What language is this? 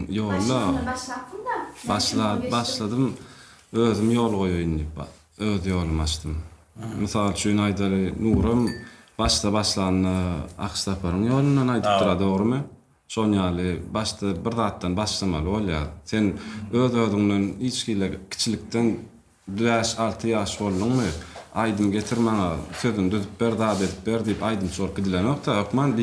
Turkmen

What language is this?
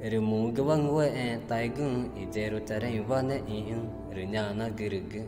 Ticuna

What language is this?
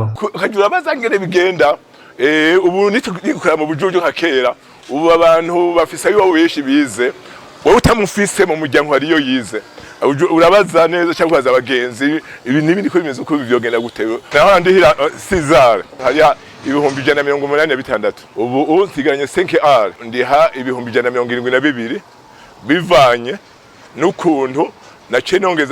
Rundi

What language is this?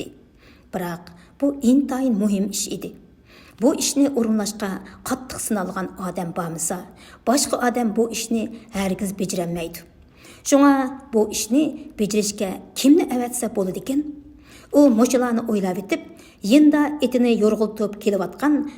Uyghur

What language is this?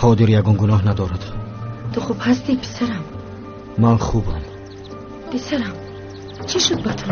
Tajik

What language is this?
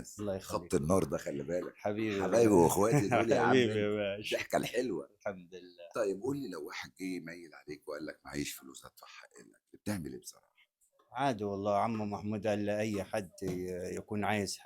Egyptian Arabic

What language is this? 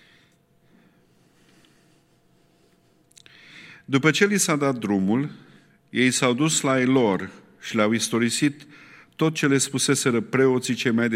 Romanian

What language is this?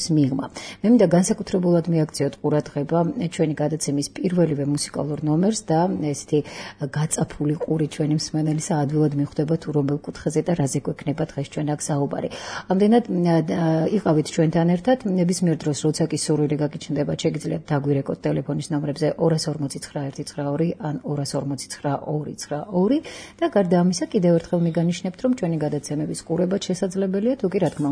Georgian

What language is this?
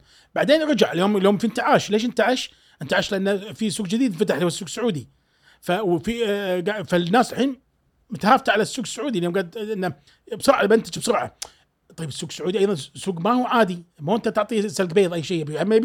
Gulf Arabic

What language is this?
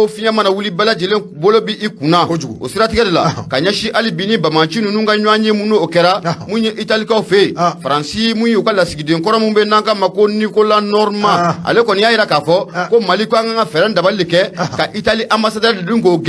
Bambara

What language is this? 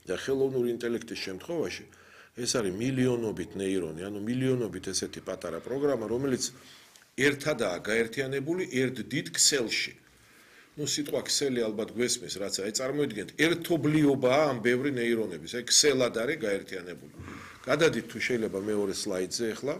Georgian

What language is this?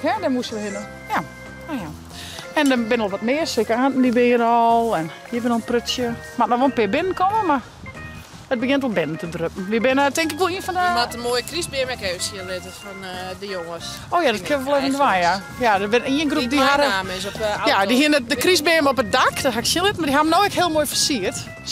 Western Frisian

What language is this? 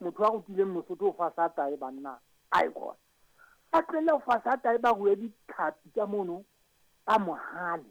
Southern Sotho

